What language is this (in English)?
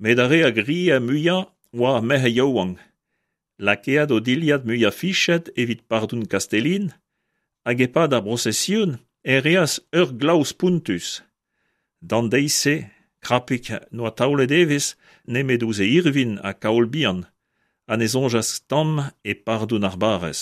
Breton